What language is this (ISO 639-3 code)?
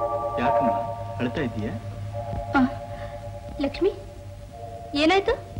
kan